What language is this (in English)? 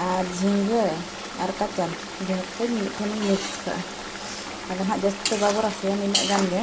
Santali